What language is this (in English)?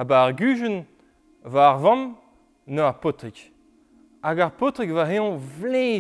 Breton